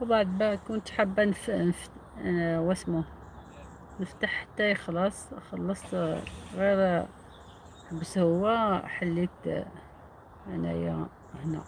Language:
Algerian Arabic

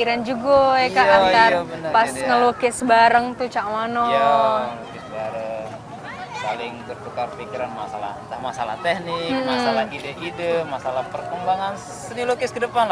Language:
Musi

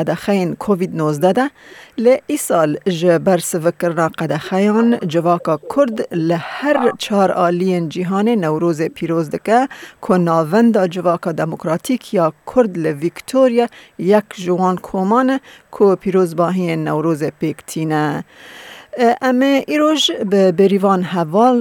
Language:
Kurdish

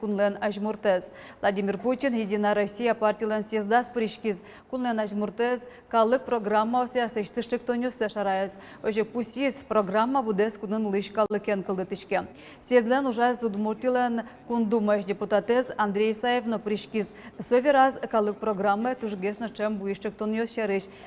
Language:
Udmurt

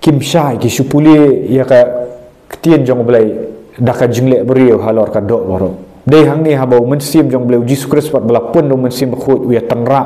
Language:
Khasi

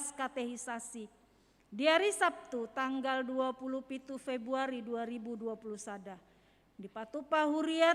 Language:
Batak Toba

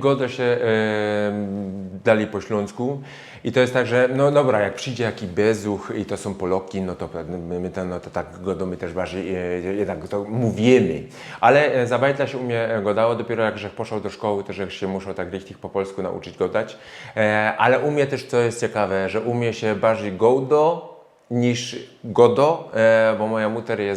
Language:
Silesian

